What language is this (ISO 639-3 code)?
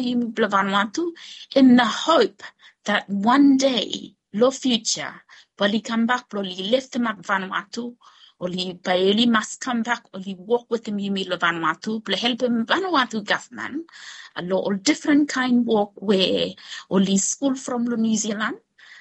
bis